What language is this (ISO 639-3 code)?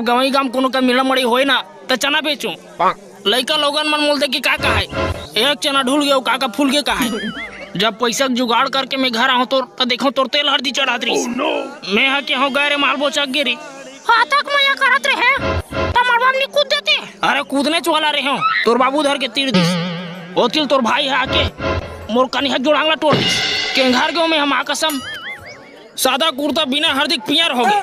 hne